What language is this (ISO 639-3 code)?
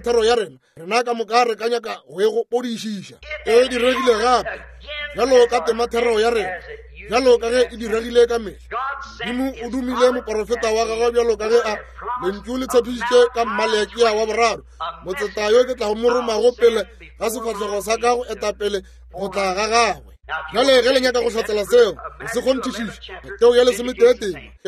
nso